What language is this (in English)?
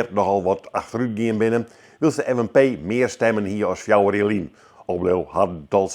Western Frisian